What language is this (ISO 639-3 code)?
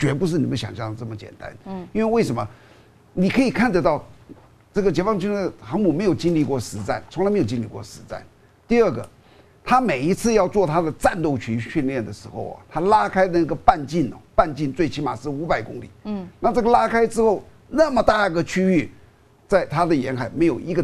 zho